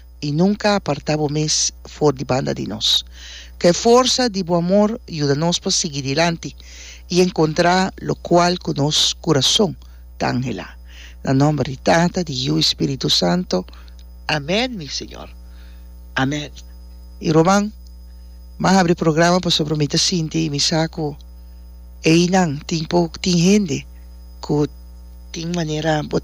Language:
Papiamento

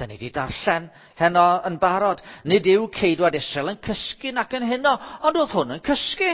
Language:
Welsh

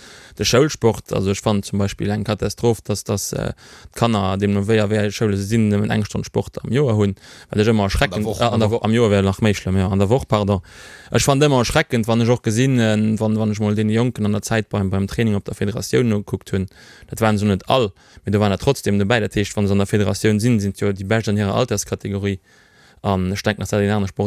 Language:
Luxembourgish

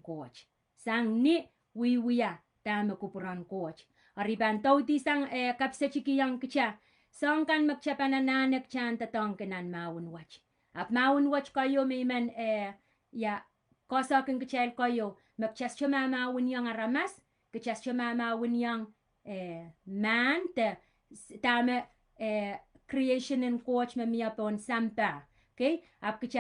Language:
Pohnpeian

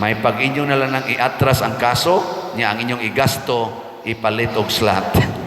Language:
Cebuano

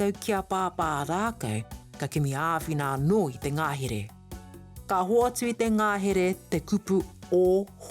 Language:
Māori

